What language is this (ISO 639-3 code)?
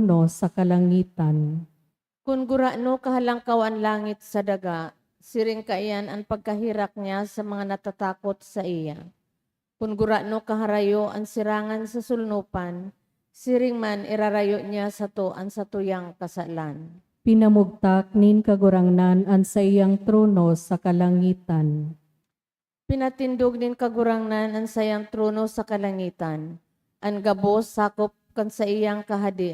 bik